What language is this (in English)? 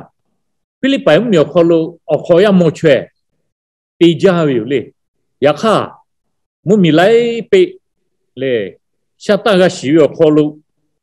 Lahu